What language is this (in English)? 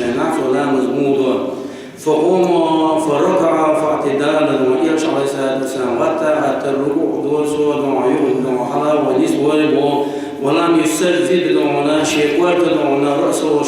Chechen